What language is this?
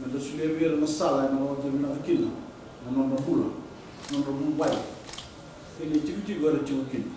Fijian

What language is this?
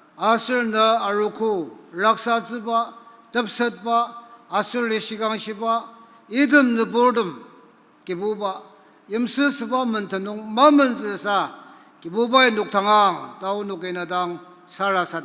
Ao Naga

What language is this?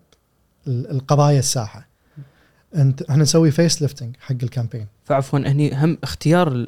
Gulf Arabic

